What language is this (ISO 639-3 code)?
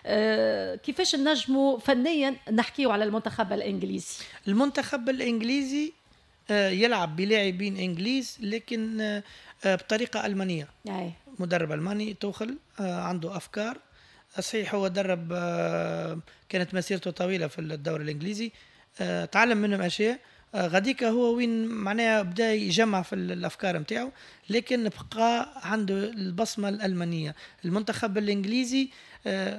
aeb